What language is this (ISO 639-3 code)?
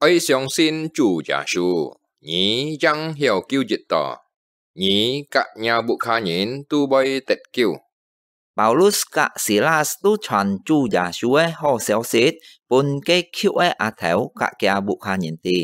hak